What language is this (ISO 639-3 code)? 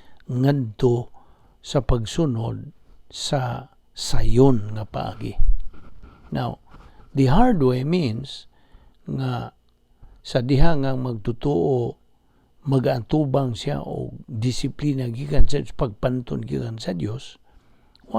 ceb